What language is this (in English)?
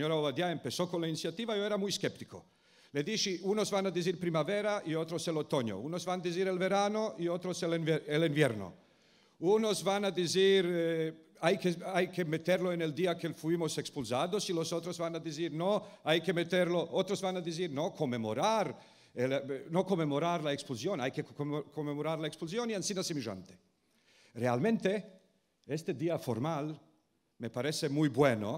Ladino